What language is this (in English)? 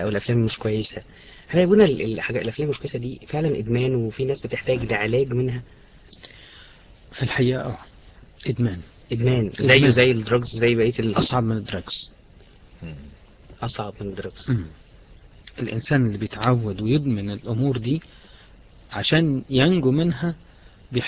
Egyptian Arabic